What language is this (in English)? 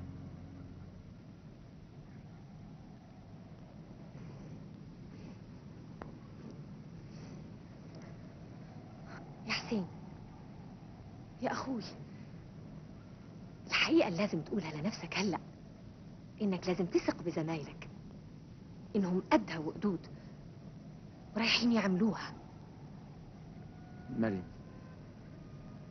Egyptian Arabic